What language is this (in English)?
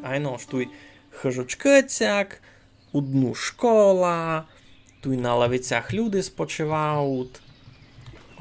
Rusyn